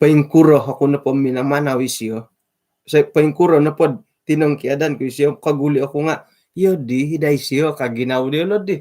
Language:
Central Dusun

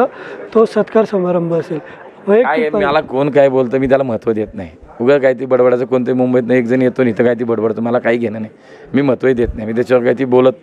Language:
Marathi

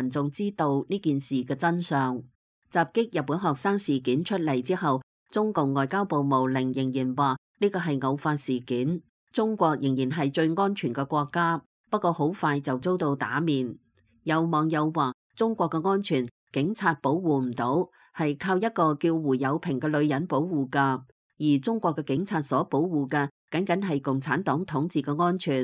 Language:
Cantonese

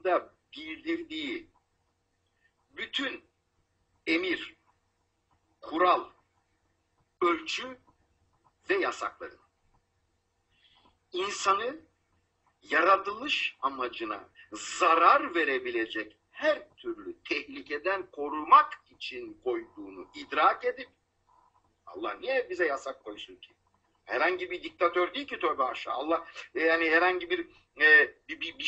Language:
Turkish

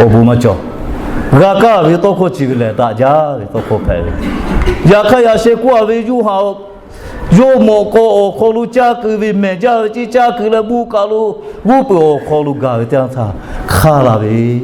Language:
Lahu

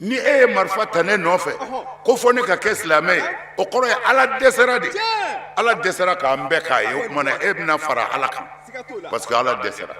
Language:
Bambara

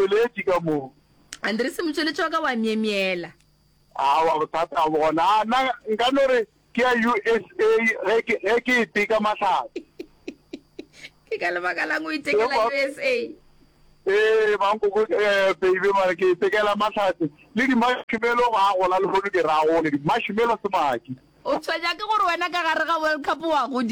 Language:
Northern Sotho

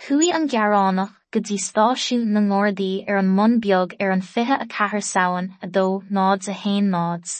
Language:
Irish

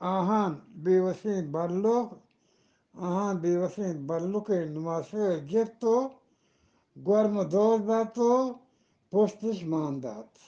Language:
Eastern Balochi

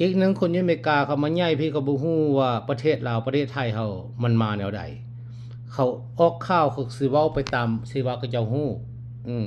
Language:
Lao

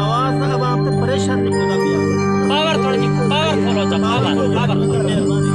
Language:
Saraiki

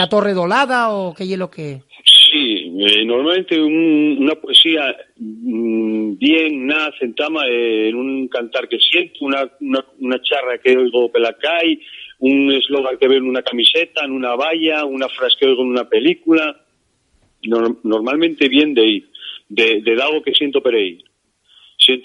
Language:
Asturian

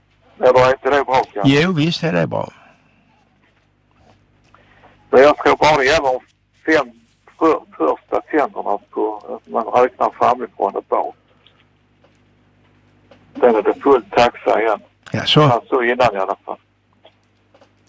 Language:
Swedish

